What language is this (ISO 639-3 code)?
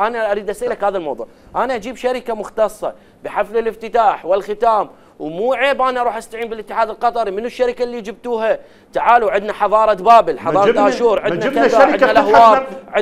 acm